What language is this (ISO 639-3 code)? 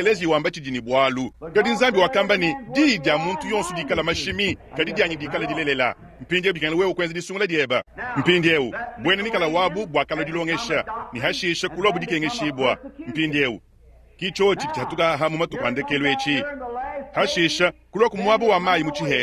lua